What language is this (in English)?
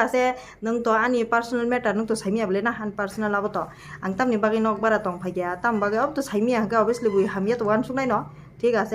Kok Borok